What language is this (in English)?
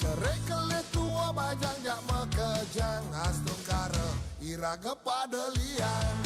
Balinese